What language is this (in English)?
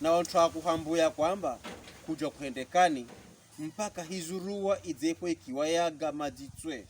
Pokomo